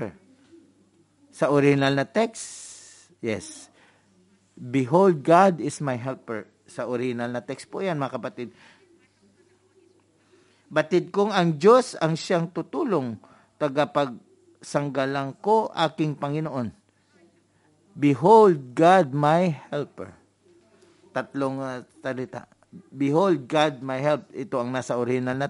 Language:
Filipino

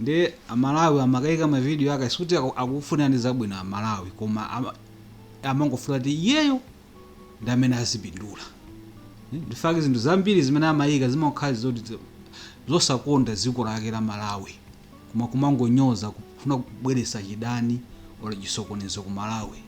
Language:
Nyanja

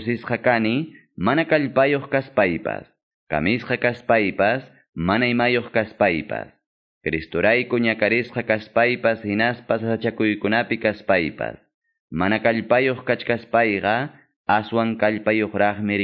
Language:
Quechua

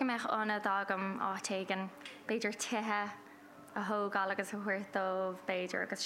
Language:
Irish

